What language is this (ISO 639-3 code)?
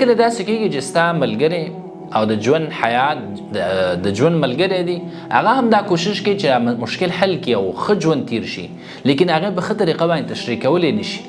pus